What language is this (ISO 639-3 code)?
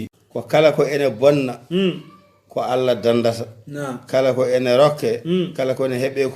ful